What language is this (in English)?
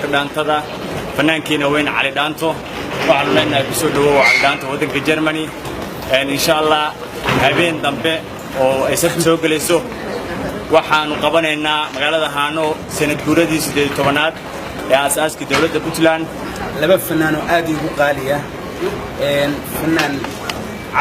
Somali